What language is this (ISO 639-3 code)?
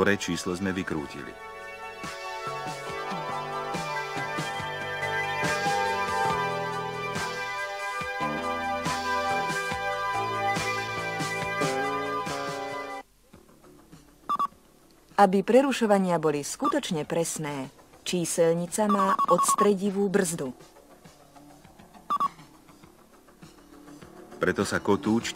slk